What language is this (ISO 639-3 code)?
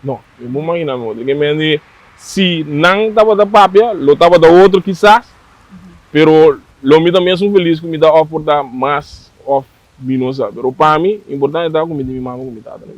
pap